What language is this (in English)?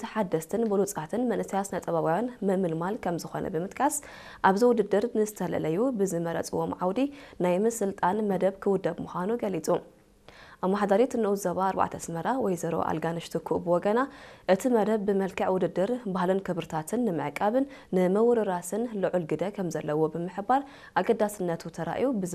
Tigrinya